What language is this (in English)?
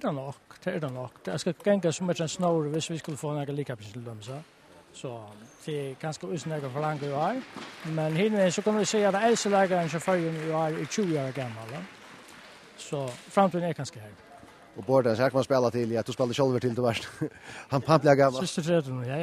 Faroese